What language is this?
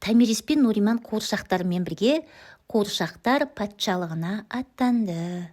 Kazakh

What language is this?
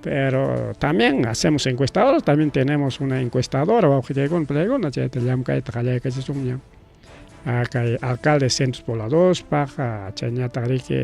Ayacucho Quechua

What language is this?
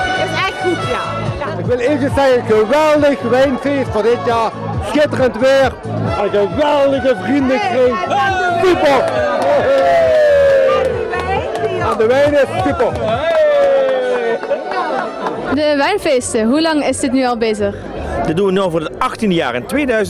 Dutch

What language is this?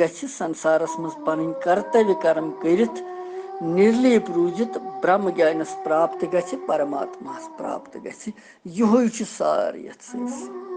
Kashmiri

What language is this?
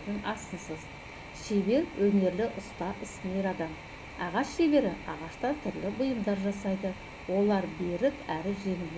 Kazakh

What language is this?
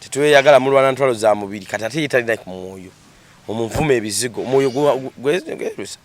Ganda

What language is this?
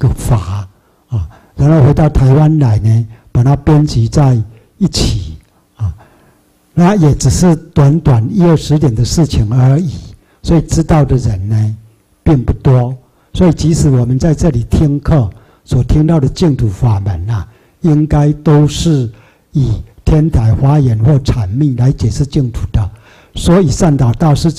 Chinese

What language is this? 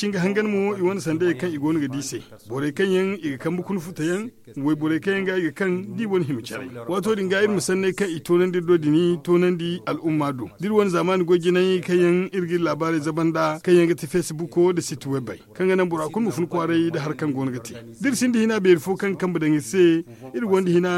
Zarma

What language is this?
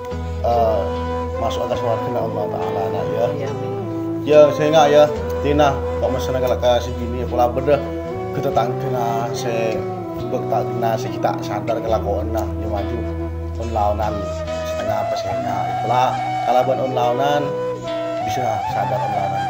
Madurese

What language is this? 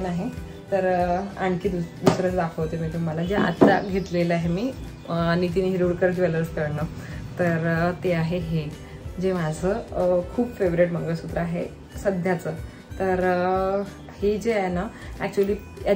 Marathi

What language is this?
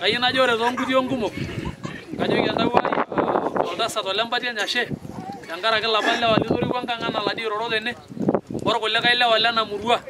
Masai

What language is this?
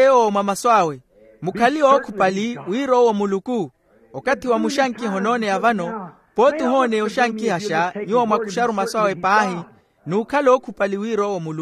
Makhuwa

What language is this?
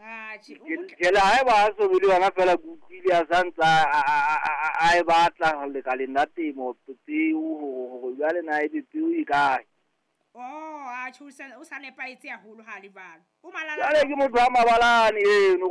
Southern Sotho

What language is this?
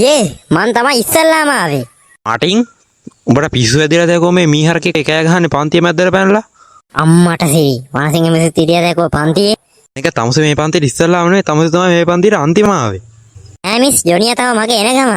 Sinhala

